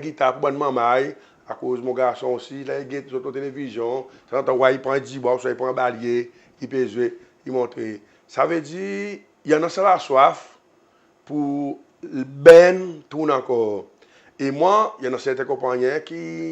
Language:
Seselwa Creole French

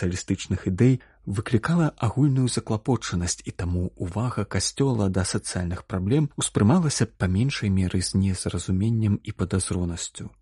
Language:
Belarusian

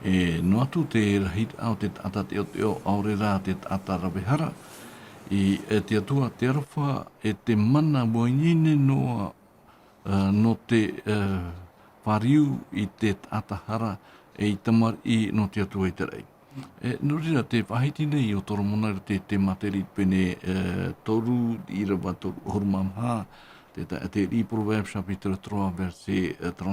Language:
Tahitian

